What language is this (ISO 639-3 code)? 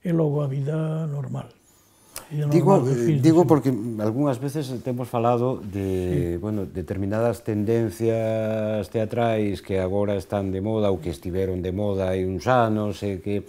glg